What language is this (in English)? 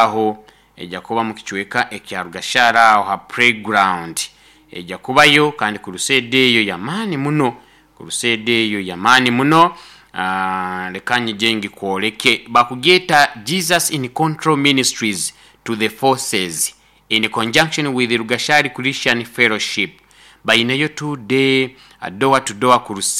Nyoro